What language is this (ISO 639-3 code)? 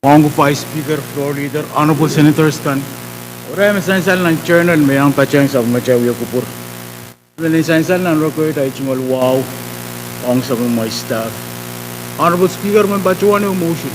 pon